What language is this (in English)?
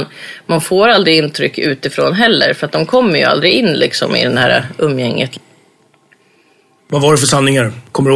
Swedish